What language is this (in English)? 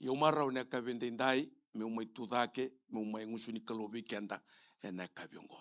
Fijian